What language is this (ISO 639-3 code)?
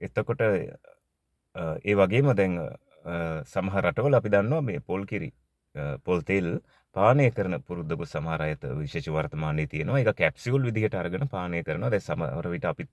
sin